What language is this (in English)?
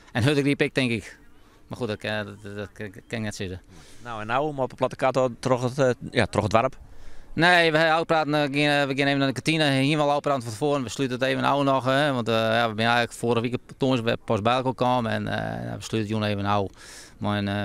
Western Frisian